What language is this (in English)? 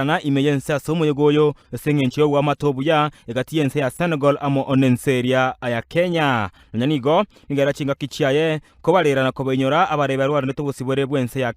Gusii